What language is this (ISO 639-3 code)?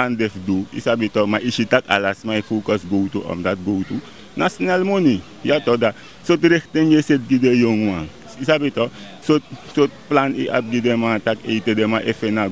srn